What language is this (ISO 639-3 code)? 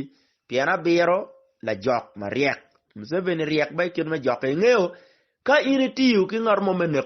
ach